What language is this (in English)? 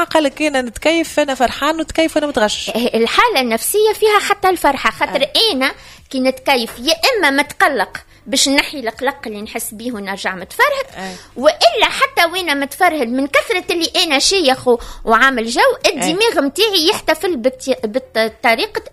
Tunisian Arabic